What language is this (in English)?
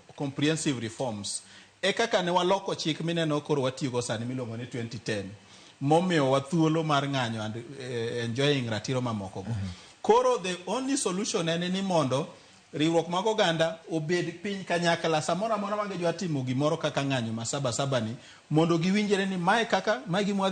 Luo (Kenya and Tanzania)